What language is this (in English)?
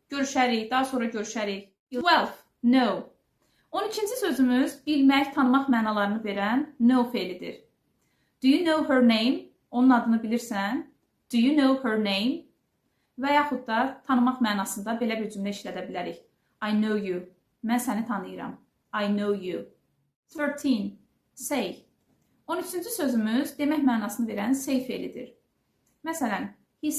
Azerbaijani